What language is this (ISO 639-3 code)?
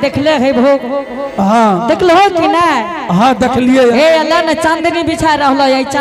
anp